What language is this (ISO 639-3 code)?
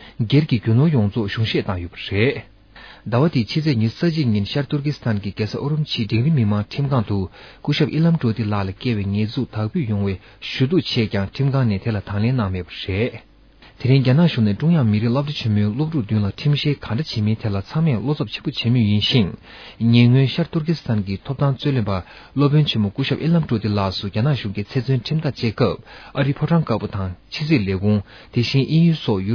bod